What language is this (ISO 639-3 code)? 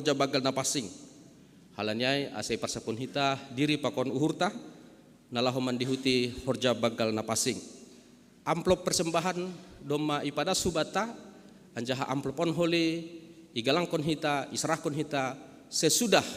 bts